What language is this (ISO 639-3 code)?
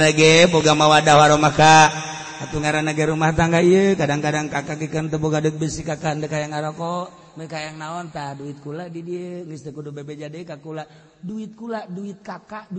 sun